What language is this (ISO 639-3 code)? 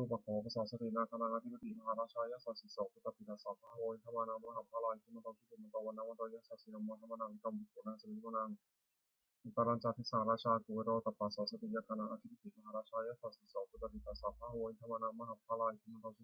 pli